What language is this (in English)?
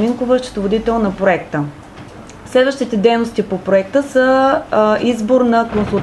Bulgarian